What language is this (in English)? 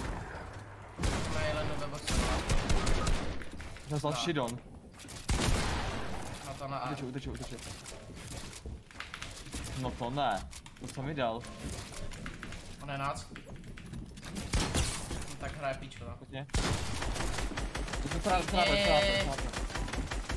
Czech